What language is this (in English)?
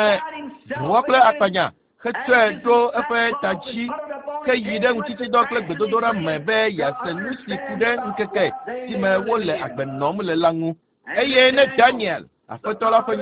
Ewe